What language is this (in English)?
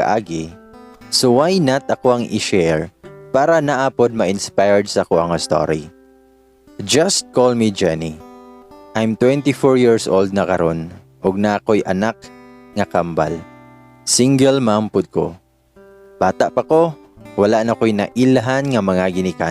Cebuano